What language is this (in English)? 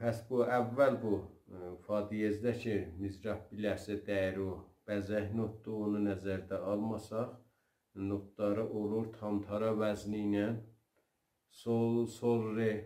South Azerbaijani